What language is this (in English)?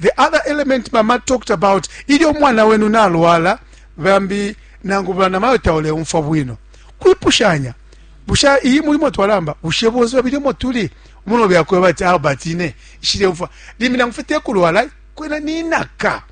Bemba